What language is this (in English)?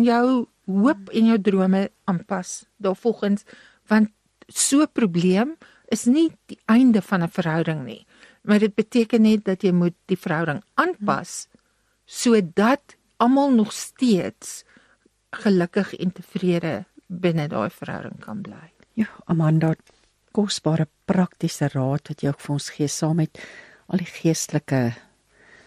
Afrikaans